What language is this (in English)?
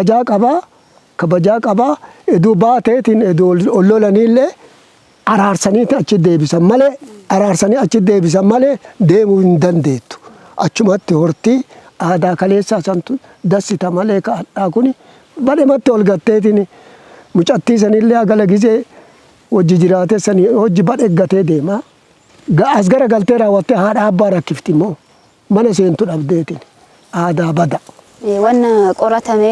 Oromo